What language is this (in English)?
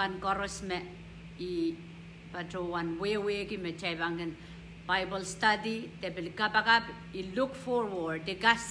Pohnpeian